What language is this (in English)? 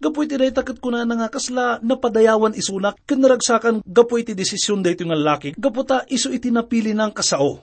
Iloko